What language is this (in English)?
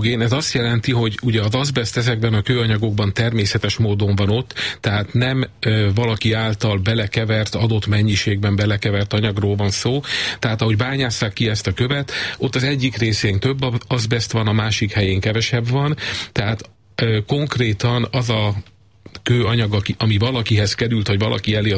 Hungarian